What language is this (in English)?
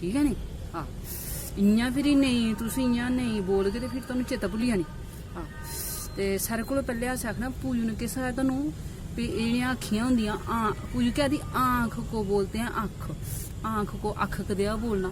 Dogri